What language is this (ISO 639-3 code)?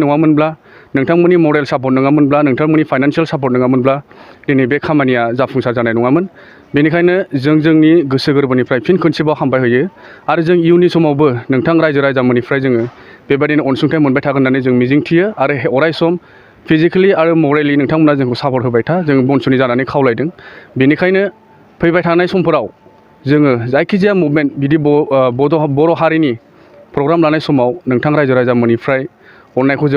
brx